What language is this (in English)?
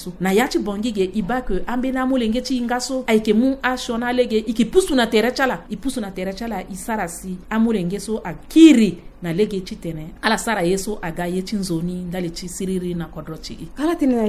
Sango